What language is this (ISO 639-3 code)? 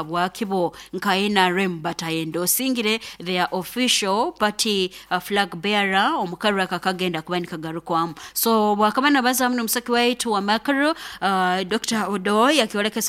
nyo